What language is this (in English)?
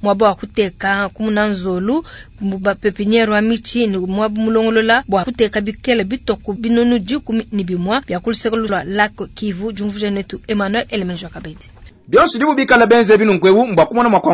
Luba-Lulua